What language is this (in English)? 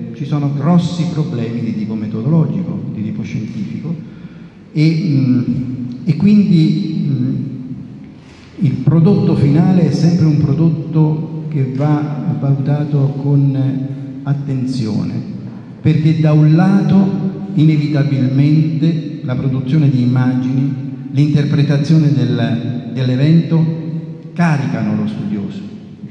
Italian